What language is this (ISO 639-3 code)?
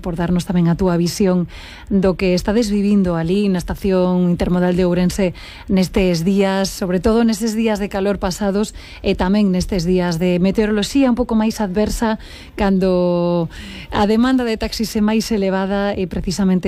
glg